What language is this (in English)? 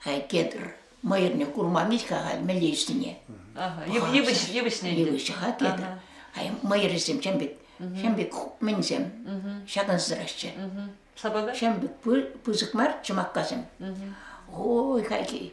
Chuvash